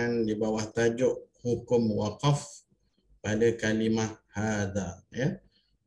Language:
Malay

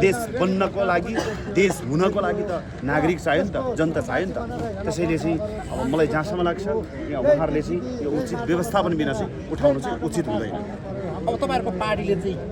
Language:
Nepali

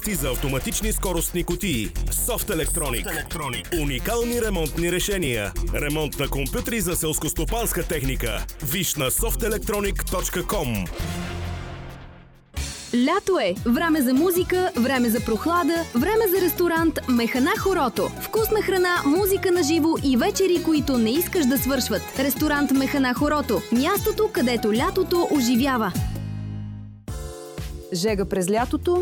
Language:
Bulgarian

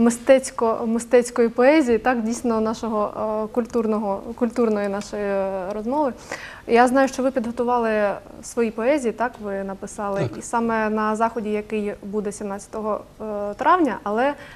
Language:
Ukrainian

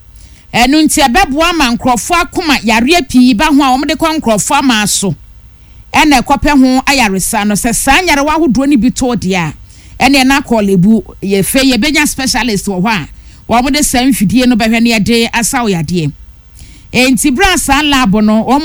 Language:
Akan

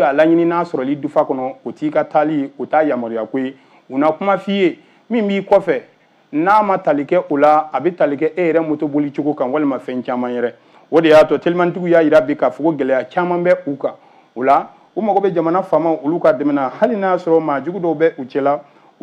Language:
Bambara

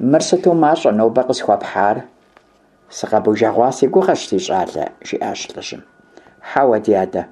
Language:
Kabardian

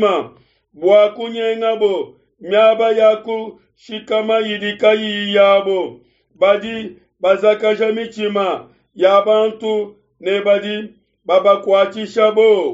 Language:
Luba-Lulua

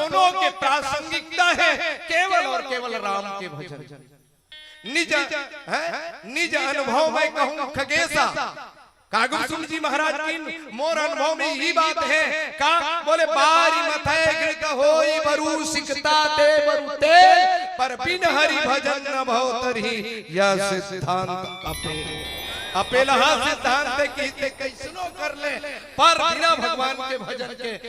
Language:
Chhattisgarhi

